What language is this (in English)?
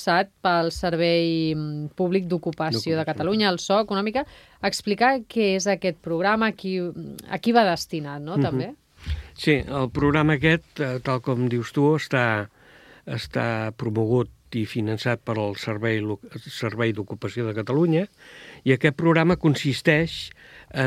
Catalan